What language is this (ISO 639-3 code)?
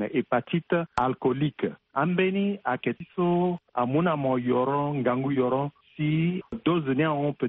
sag